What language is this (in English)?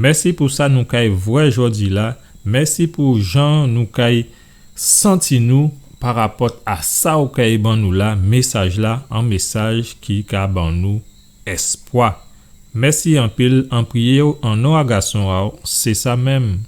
Guadeloupean Creole French